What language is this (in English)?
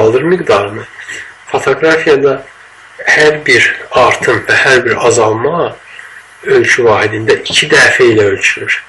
Azerbaijani